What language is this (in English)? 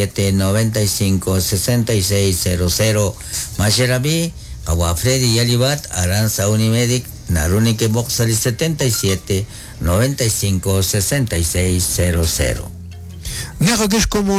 Kekchí